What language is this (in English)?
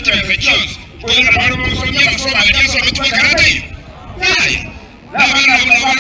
Gusii